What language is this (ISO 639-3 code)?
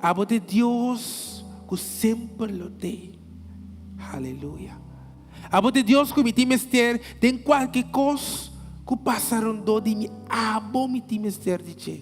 pap